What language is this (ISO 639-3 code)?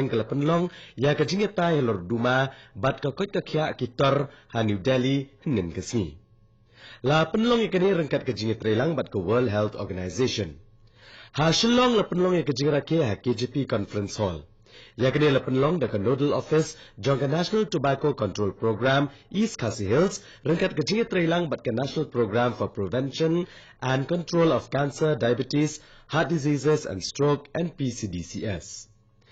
kha